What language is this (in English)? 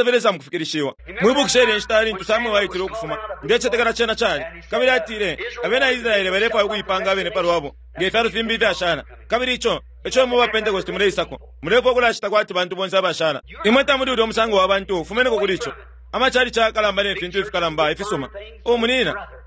Bemba